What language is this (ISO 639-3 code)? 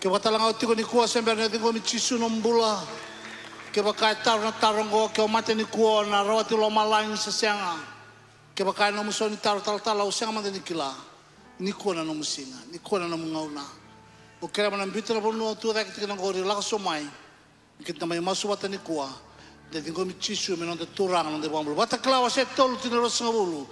fij